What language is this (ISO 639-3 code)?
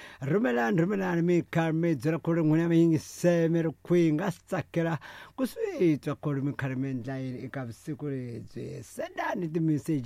tso